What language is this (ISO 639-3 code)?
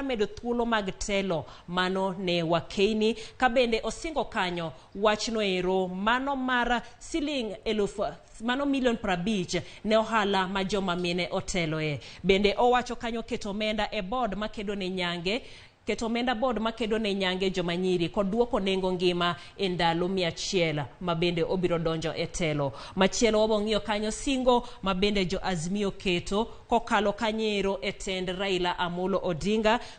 luo